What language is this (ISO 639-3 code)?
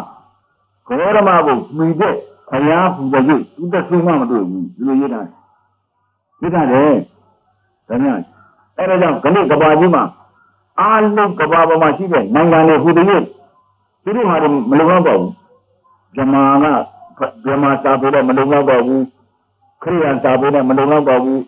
mya